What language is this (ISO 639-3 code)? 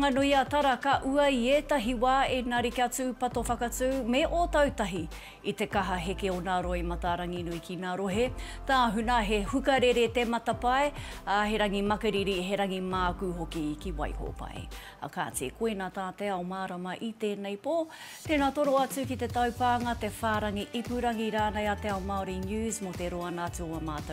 mri